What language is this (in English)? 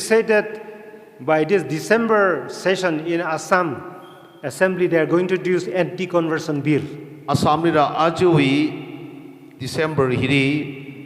Tangkhul Naga (India)